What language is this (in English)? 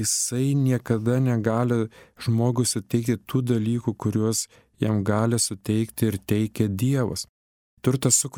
Lithuanian